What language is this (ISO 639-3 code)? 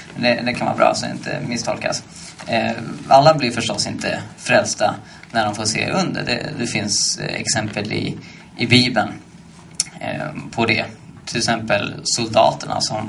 swe